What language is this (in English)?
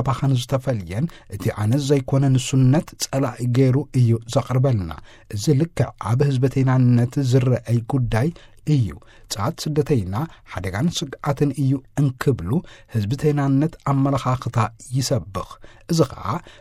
Tigrinya